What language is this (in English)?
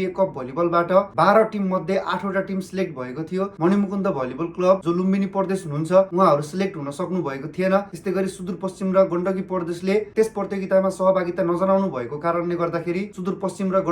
Nepali